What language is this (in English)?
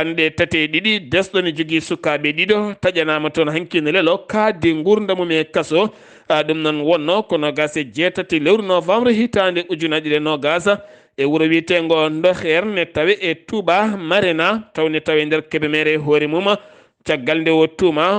Fula